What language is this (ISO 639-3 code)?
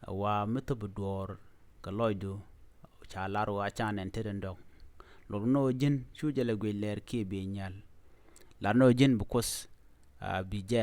nus